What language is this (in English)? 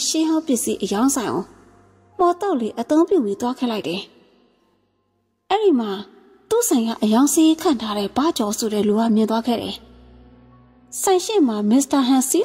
Burmese